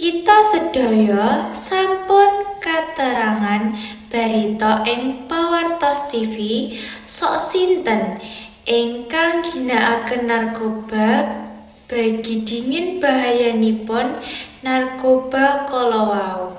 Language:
Javanese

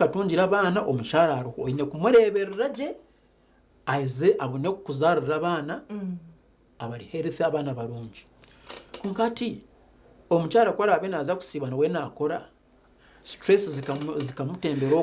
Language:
Nyankole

